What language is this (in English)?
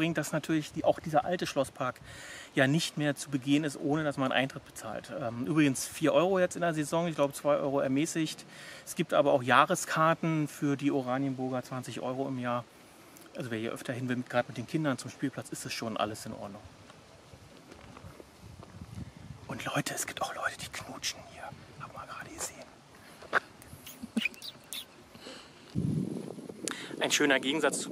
German